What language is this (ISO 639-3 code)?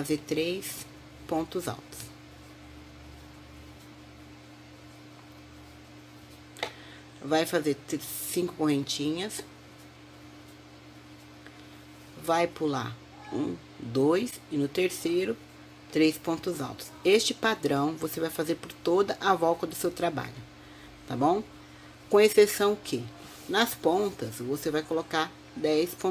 por